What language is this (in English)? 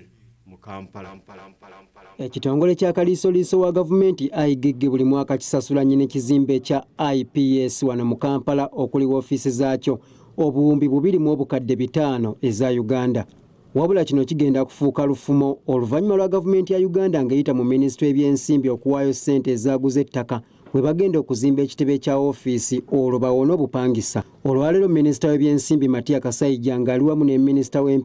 Ganda